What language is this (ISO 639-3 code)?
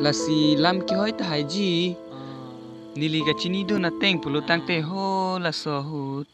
mjw